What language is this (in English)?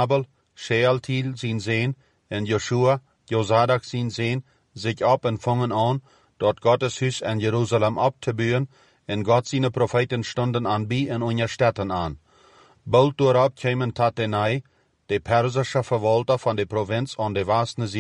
Plautdietsch